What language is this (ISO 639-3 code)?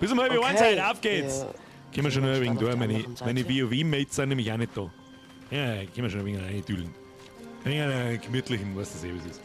bar